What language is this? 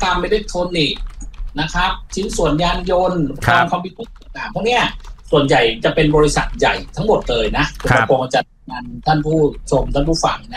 Thai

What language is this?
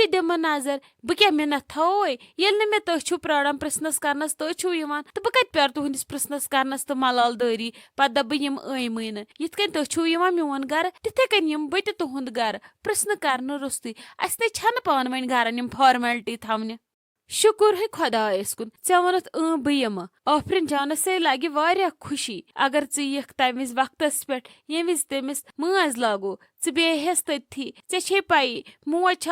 Kashmiri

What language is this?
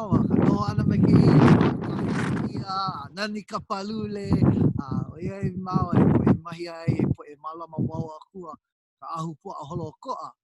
Hawaiian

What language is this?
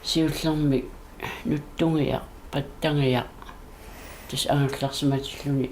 Kalaallisut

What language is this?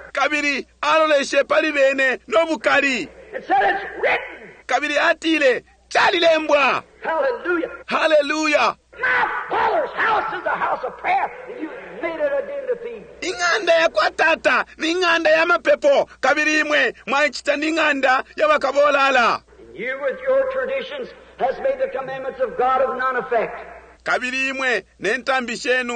Bemba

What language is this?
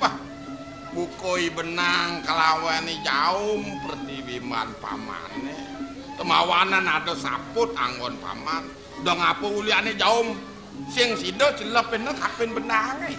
Balinese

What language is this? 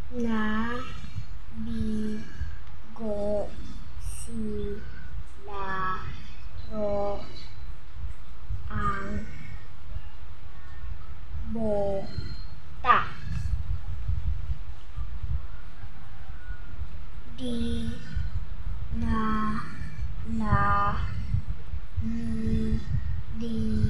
Filipino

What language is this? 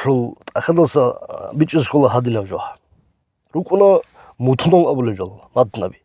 Avaric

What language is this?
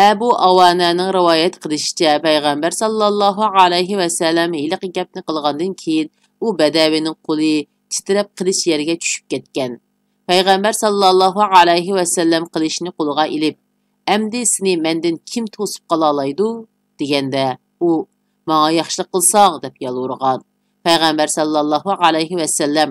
Uyghur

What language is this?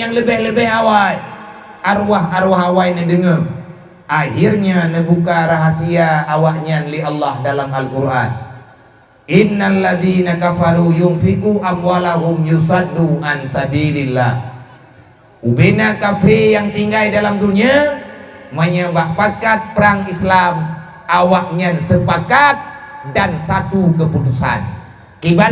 Achinese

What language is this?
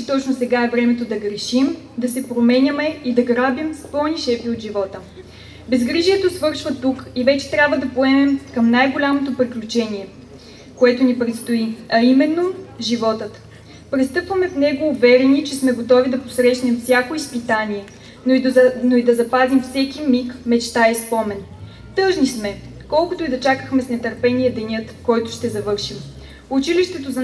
Bulgarian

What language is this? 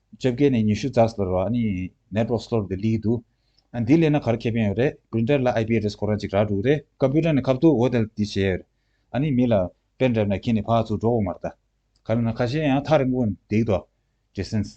Tibetan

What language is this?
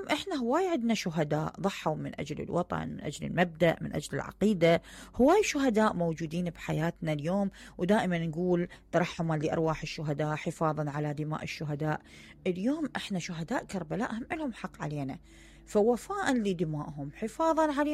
Mesopotamian Arabic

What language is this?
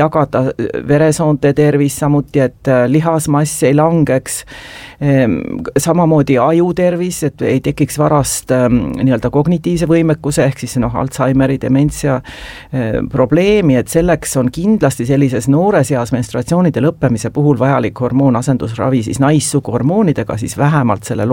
Estonian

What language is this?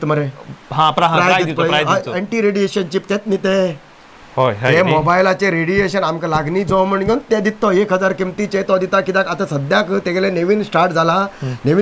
Konkani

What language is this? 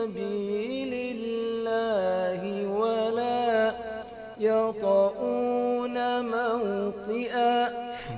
Fula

